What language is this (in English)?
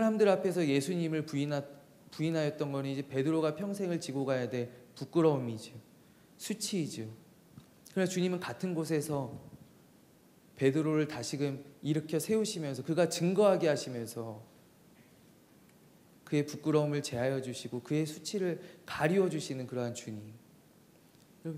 Korean